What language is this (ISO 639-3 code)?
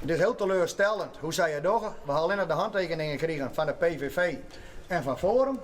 fry